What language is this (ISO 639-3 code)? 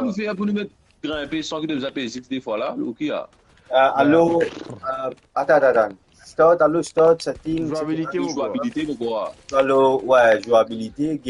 mfe